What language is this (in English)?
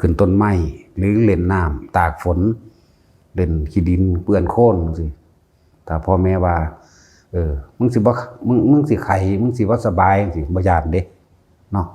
Northeastern Thai